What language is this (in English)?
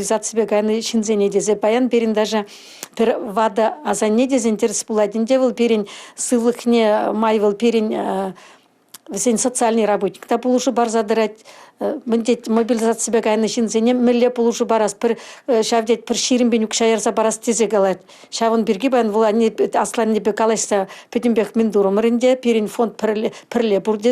Chuvash